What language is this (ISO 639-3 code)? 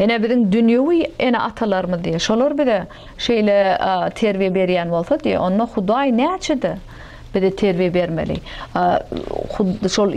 tuk